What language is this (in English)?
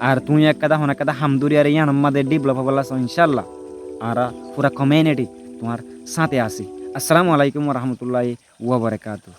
Rohingya